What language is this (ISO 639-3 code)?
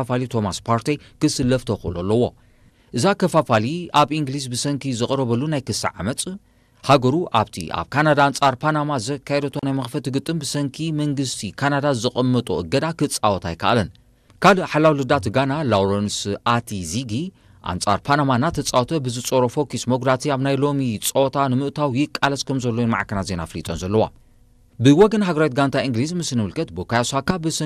tir